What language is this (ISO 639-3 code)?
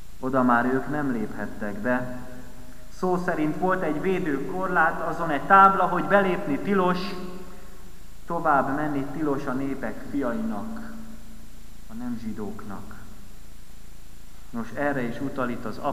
hun